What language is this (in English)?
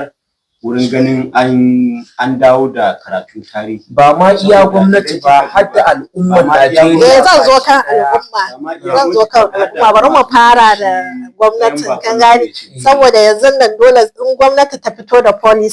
Hausa